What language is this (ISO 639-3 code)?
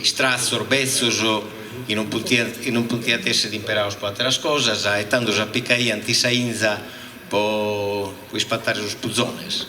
srd